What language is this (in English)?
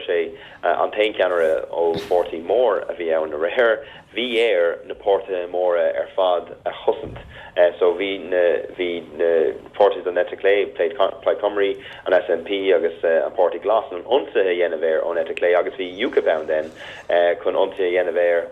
Irish